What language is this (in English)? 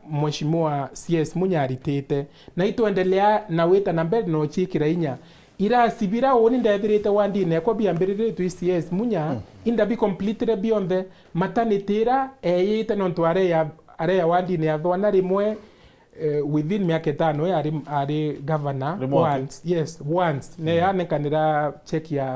Meru